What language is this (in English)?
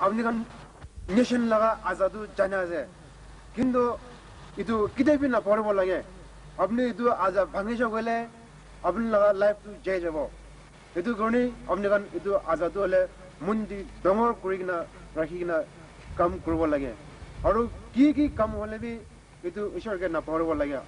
Naga Pidgin